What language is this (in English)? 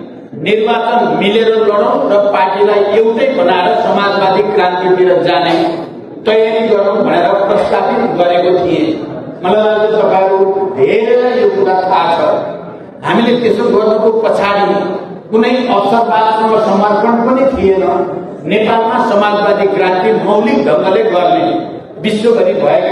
Nepali